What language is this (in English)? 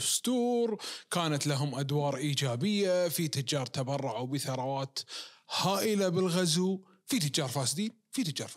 Najdi Arabic